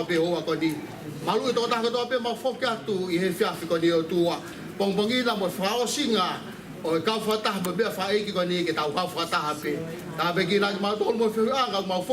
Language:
Tongan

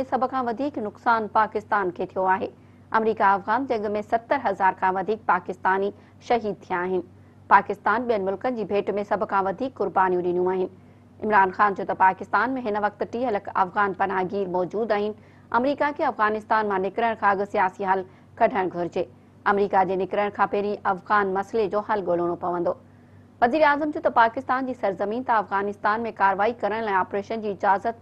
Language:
Sindhi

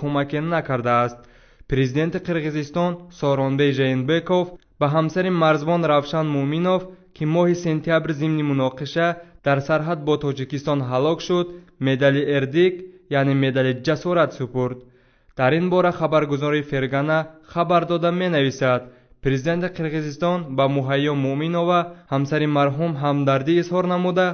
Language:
Tajik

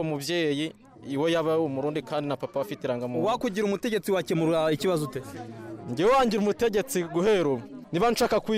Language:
Kinyarwanda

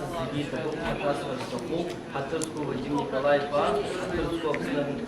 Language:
Abkhazian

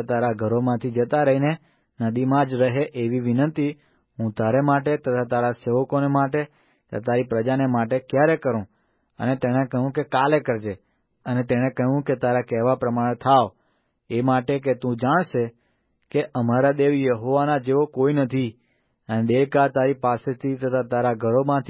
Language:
Gujarati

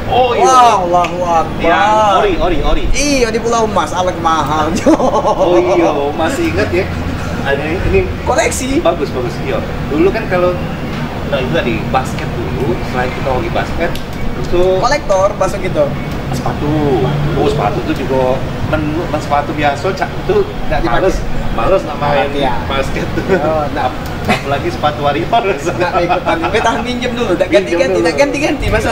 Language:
Musi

